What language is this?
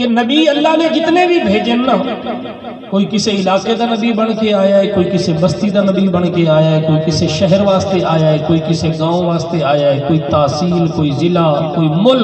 Saraiki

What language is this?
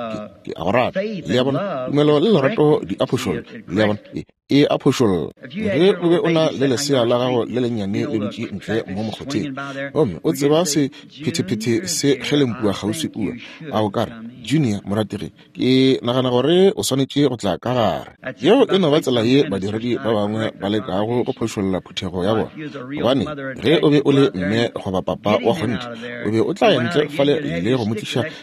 Northern Sotho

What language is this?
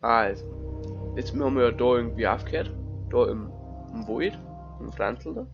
Bavarian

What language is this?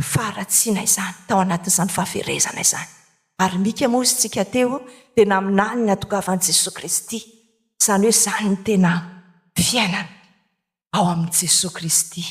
Malagasy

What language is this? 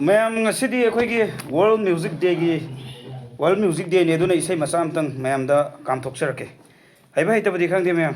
Manipuri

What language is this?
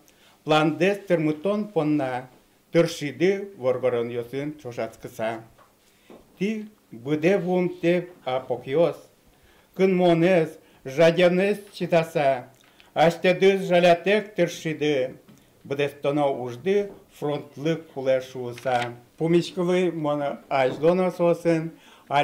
Udmurt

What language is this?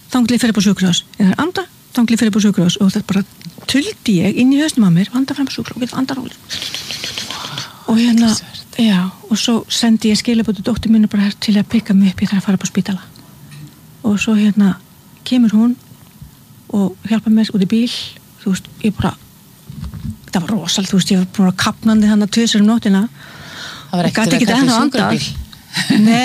Icelandic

